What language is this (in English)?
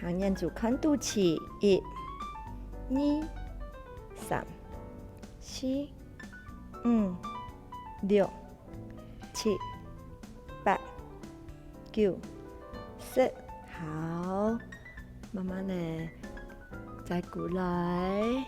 Hakka Chinese